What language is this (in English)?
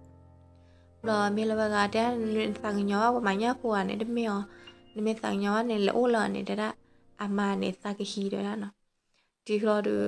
S'gaw Karen